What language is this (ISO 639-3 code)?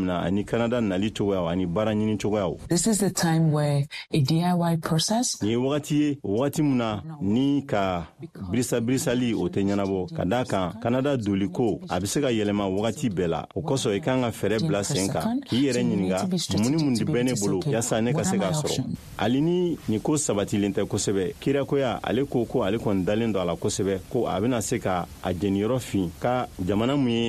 bam